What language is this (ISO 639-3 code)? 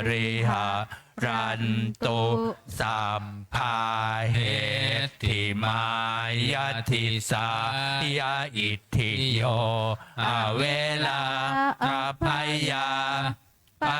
pli